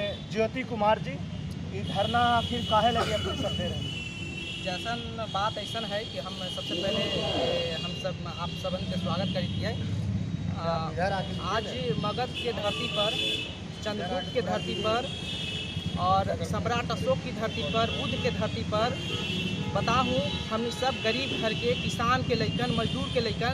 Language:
Magahi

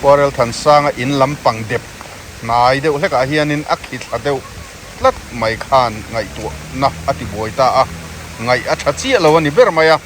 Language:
Mizo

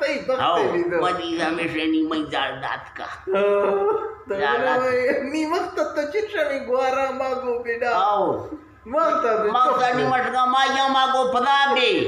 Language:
Eastern Balochi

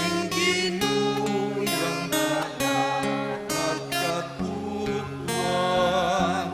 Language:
Pampanga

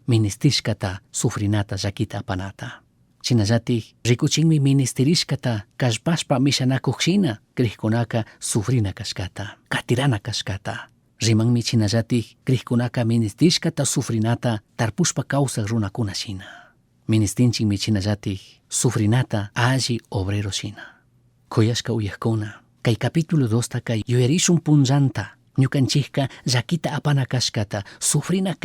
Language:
Chimborazo Highland Quichua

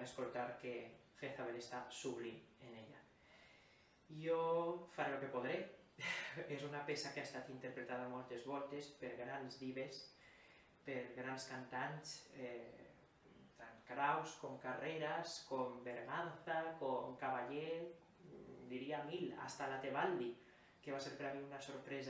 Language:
Catalan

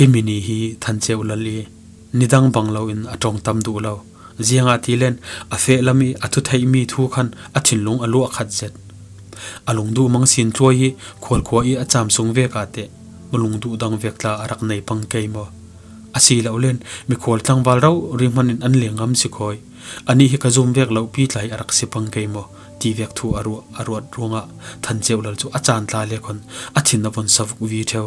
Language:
Falam Chin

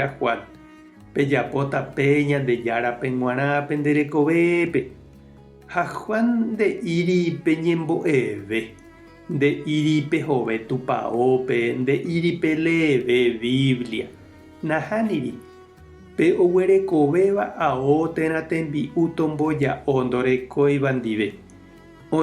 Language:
Guarani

